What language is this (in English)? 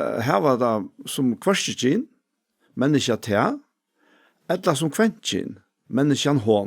Faroese